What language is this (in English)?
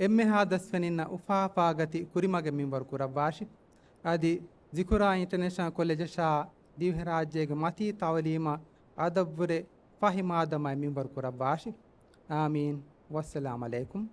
Divehi